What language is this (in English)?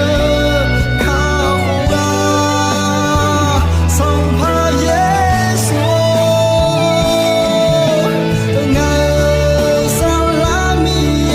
Akha